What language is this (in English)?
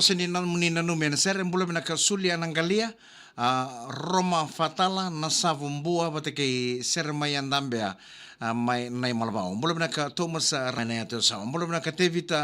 Fijian